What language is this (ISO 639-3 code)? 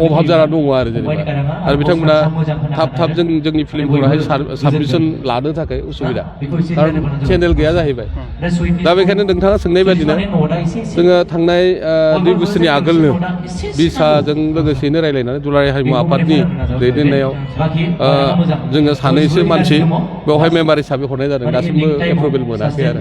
brx